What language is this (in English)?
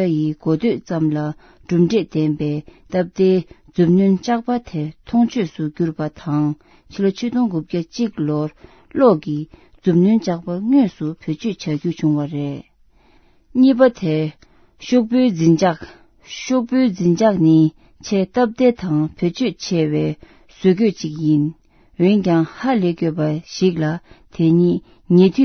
Tibetan